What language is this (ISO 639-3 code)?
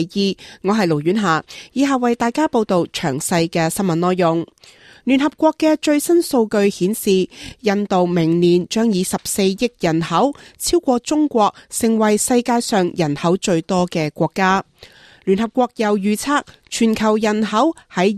yue